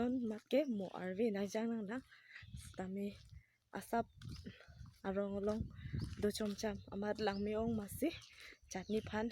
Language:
Karbi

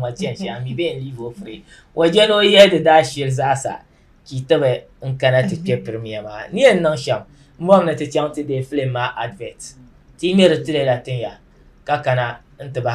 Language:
Dagbani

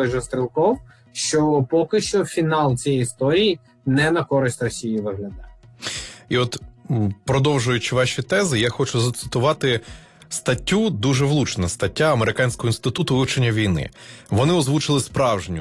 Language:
Ukrainian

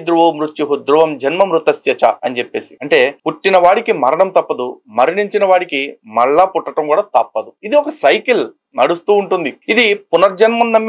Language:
Telugu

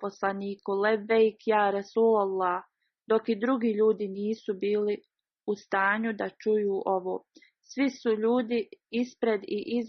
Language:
Bosnian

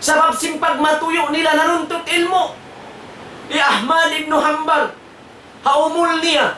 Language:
Tausug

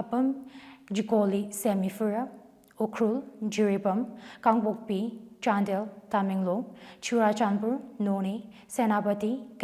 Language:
Tangkhul Naga (India)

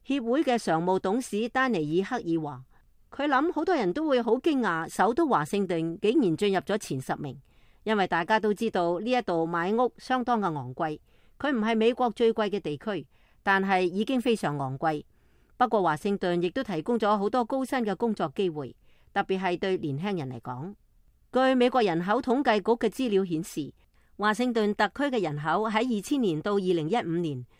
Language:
Cantonese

